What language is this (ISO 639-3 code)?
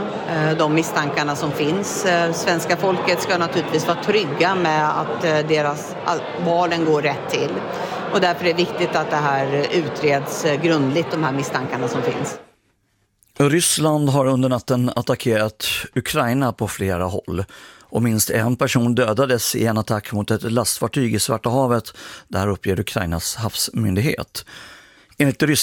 swe